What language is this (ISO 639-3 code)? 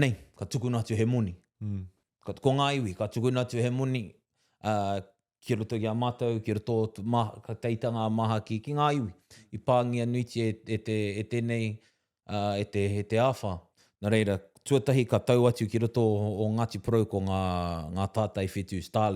mri